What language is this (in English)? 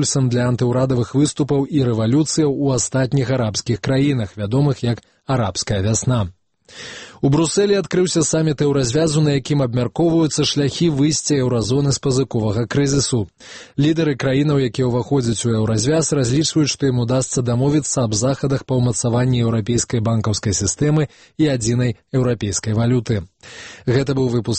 Belarusian